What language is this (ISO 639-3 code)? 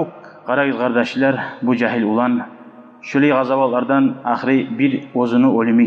kum